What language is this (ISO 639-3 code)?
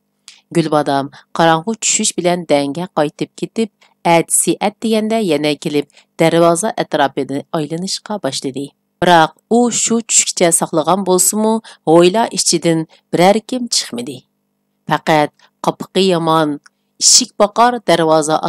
uig